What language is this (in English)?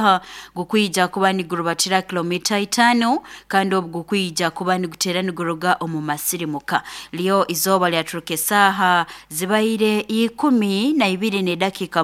Nyoro